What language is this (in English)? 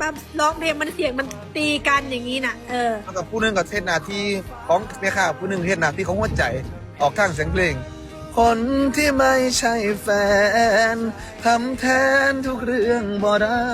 Northeastern Thai